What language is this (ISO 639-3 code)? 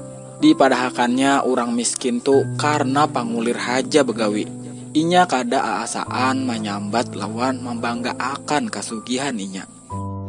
bjn